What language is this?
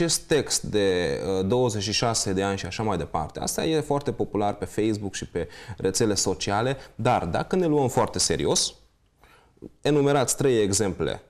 Romanian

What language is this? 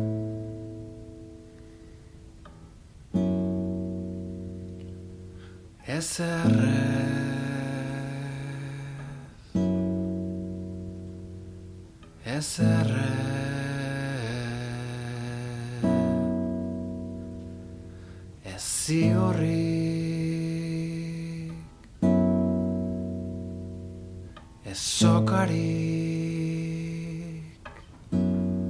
Basque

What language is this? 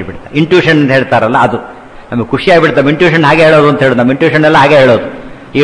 Kannada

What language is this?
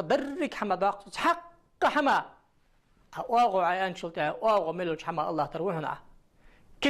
Ingush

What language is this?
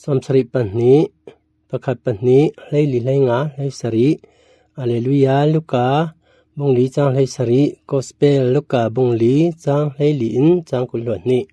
Falam Chin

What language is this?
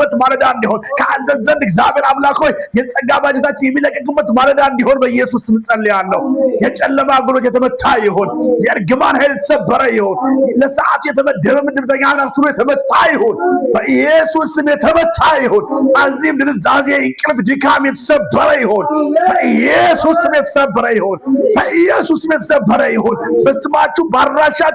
Amharic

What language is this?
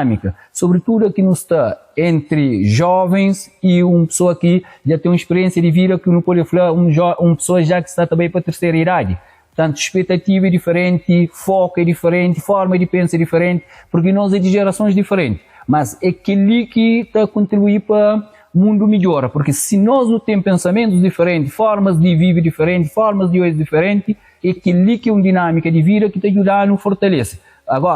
Kabuverdianu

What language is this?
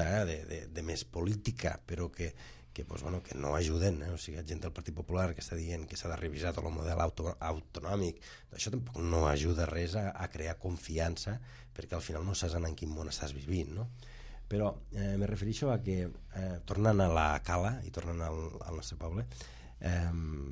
Catalan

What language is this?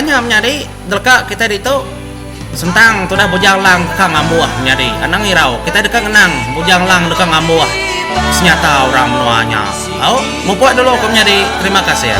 Iban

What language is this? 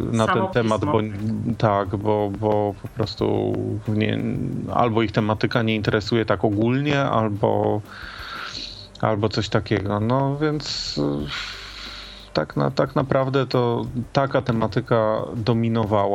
Polish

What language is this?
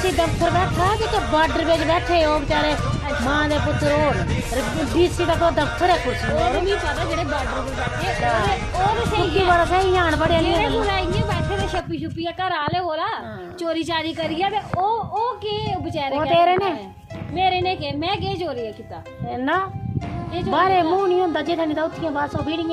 Dogri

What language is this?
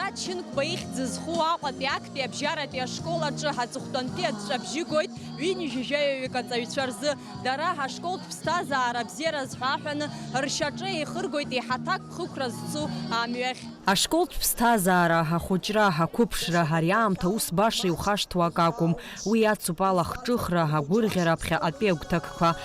Abkhazian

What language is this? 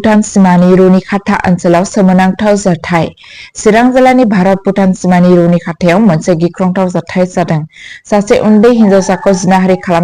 Bodo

